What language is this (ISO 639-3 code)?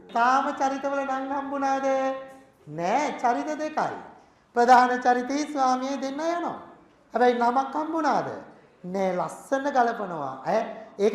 sin